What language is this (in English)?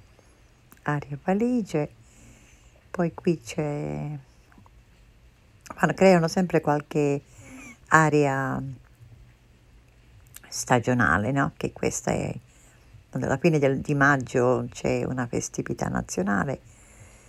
Italian